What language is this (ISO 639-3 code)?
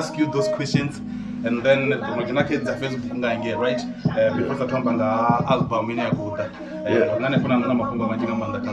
ven